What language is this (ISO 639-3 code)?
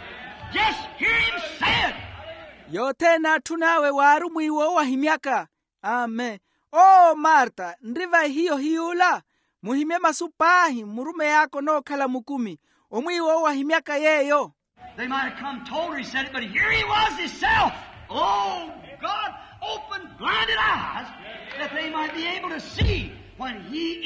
vmw